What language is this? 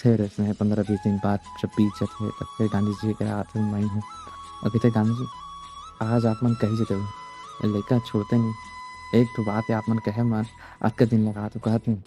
Chhattisgarhi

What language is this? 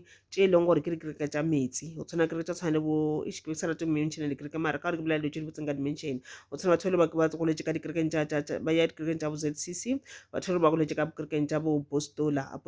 Northern Sotho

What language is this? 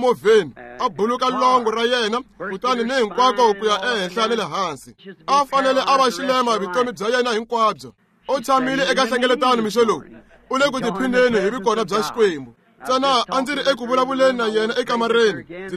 Tsonga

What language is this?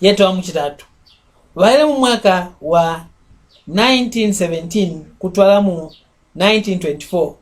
Mbunda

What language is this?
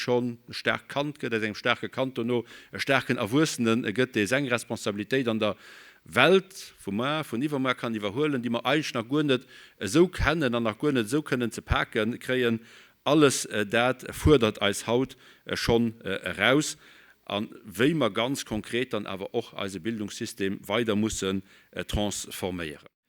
Luxembourgish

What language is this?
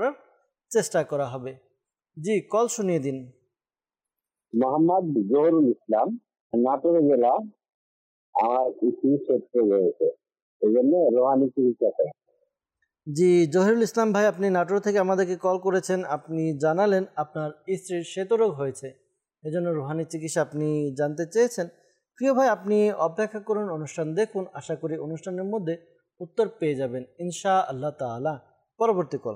Bangla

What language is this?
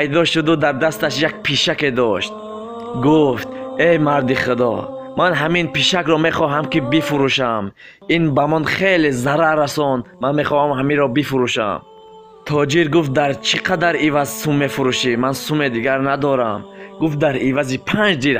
Tajik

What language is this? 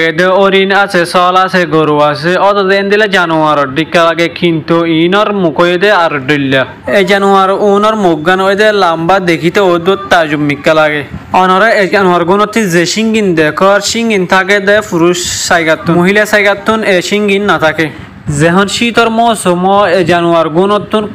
Rohingya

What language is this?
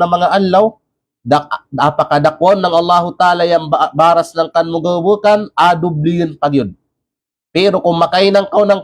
Kalagan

